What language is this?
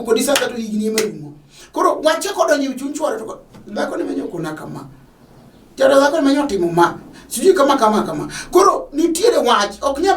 Luo (Kenya and Tanzania)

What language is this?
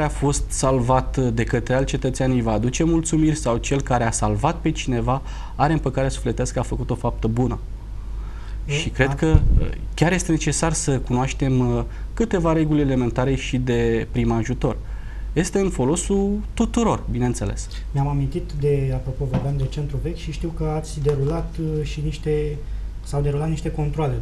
Romanian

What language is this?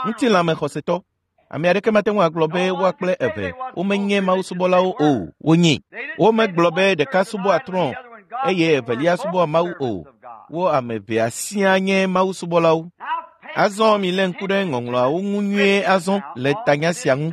Ewe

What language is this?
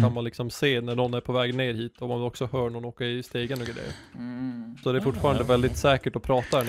Swedish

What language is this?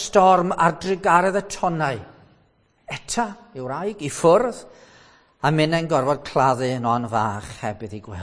Welsh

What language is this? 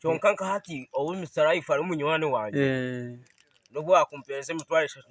Nyankole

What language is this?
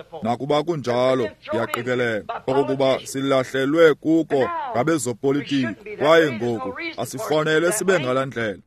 Xhosa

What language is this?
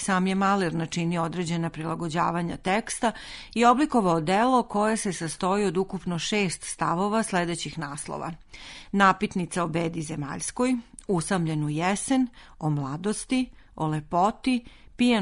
Serbian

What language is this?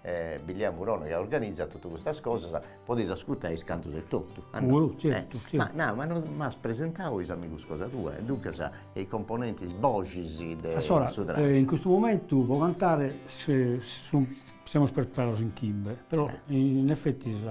Sardinian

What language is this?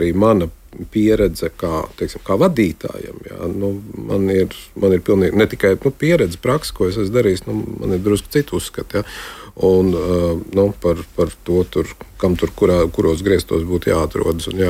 Latvian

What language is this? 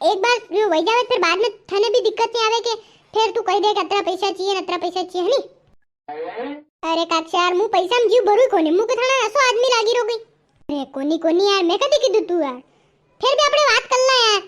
Rajasthani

